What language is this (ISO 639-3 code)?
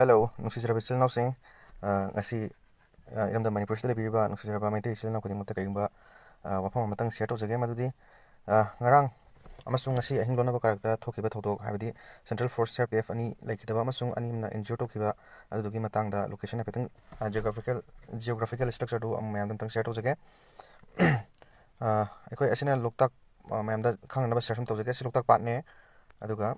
mni